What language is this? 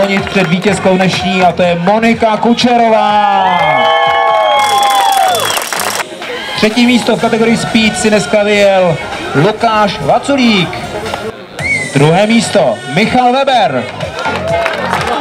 Czech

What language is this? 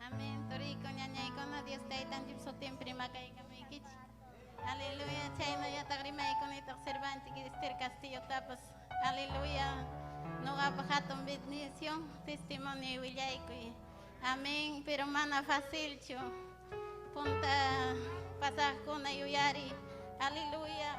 Ayacucho Quechua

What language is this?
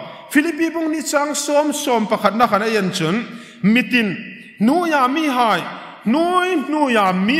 Hmar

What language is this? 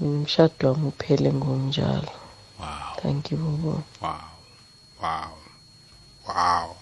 South Ndebele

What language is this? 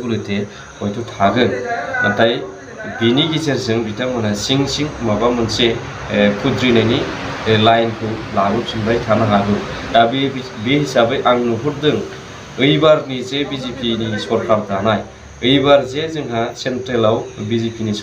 Bodo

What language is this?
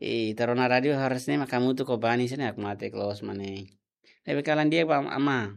Tetum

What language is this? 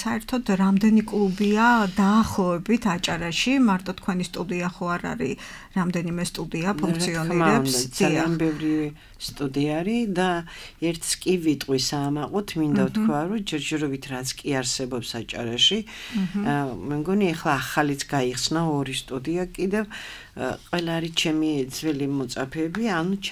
Georgian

